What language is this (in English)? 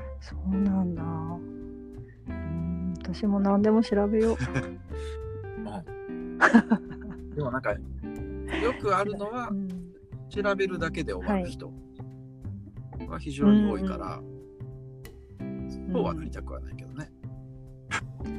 Japanese